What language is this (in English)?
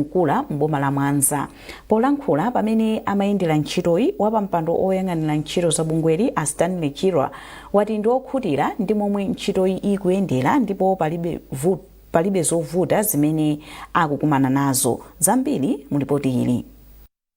Nyanja